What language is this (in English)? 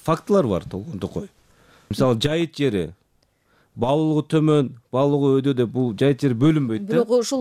Kyrgyz